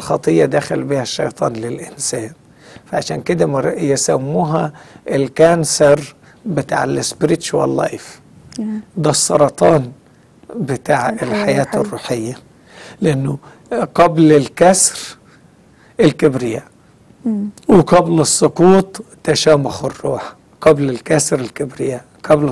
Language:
Egyptian Arabic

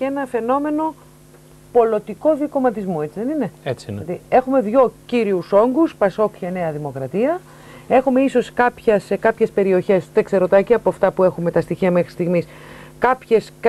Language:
Greek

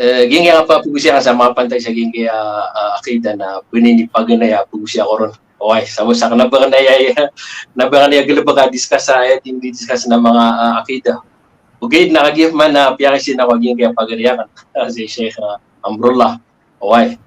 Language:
Maranao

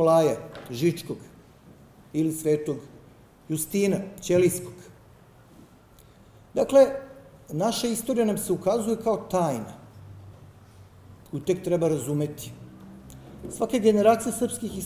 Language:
Serbian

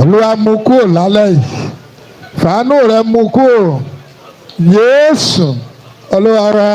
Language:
Yoruba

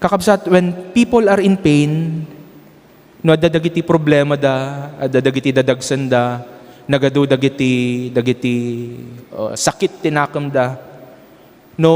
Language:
Iloko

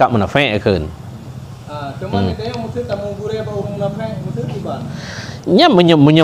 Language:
Achinese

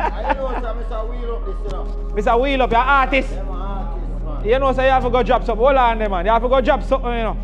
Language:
Jamaican Creole English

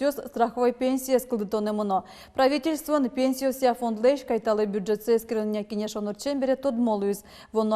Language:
Udmurt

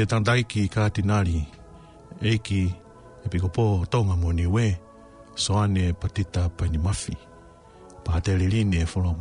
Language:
Tongan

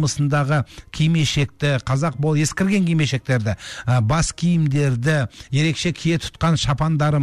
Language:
Kazakh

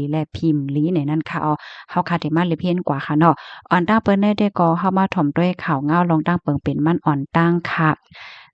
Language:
Shan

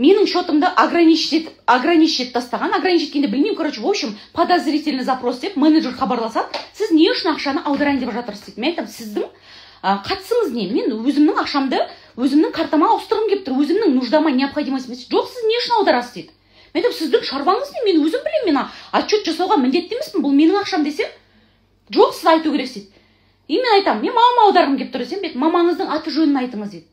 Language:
Kazakh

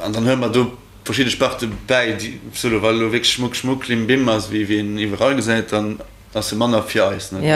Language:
Luxembourgish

